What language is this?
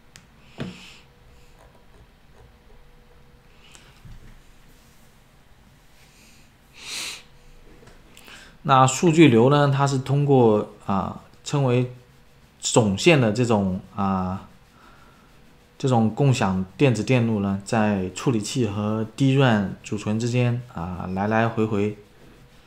Chinese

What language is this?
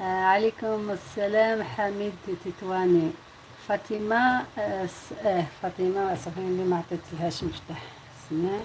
Algerian Arabic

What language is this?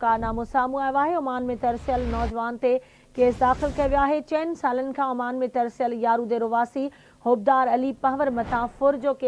Sindhi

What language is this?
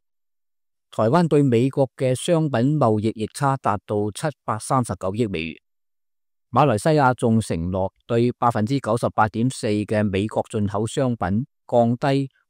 Cantonese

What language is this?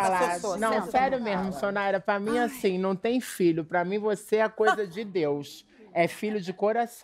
Portuguese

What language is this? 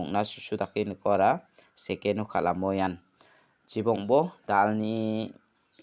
Garo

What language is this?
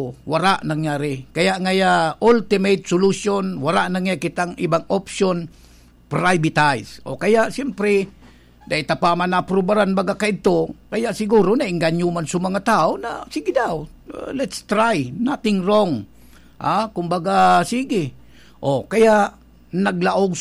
Bikol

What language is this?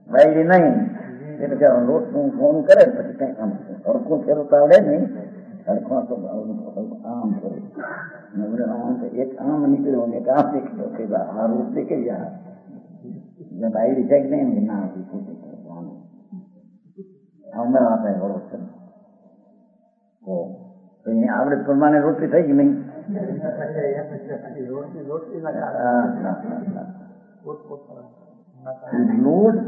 Gujarati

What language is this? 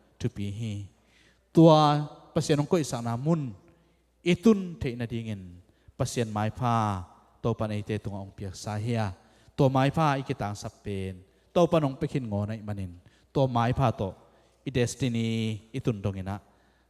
Tedim Chin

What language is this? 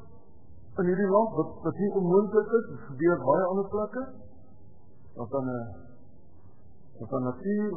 Afrikaans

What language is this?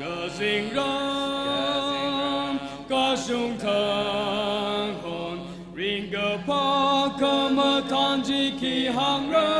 Tangkhul Naga (India)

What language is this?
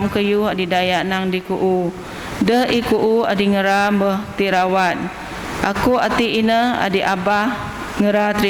Biatah Bidayuh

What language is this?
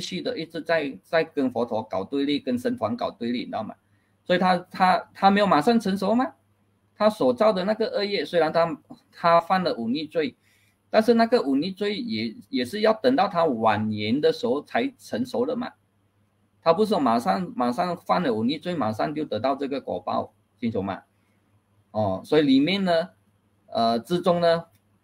Chinese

